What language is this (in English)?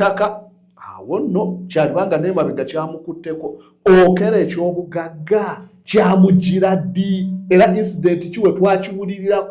Ganda